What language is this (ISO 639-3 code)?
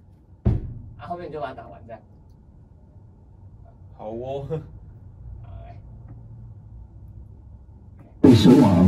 zho